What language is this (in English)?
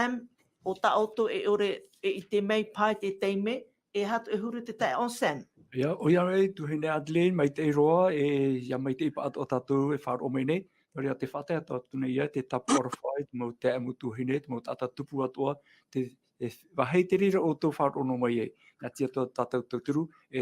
Tahitian